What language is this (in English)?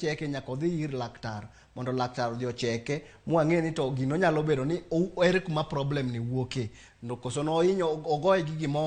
Luo (Kenya and Tanzania)